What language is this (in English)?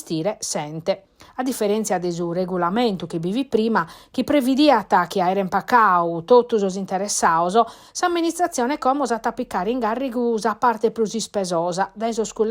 Sardinian